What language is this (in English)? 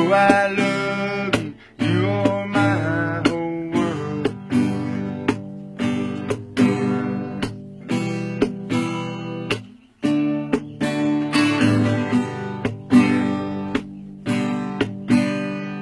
English